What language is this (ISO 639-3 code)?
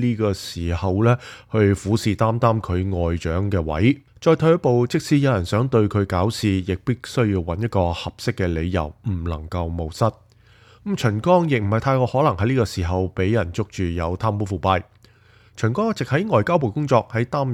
yue